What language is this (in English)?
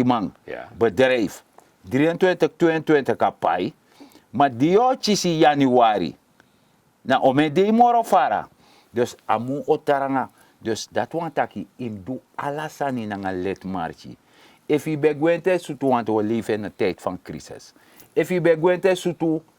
Sranan Tongo